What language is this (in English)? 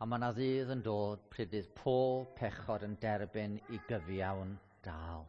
Welsh